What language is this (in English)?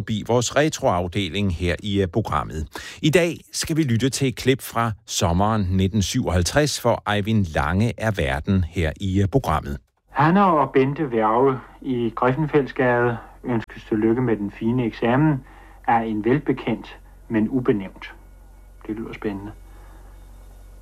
Danish